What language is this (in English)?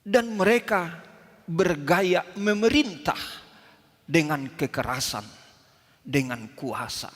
Batak Toba